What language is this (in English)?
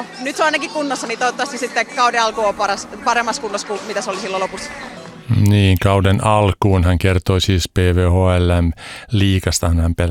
Finnish